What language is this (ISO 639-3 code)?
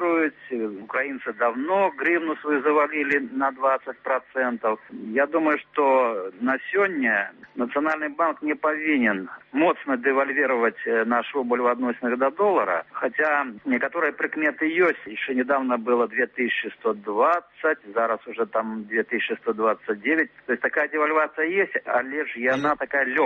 bel